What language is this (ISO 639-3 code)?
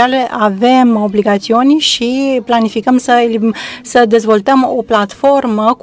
ron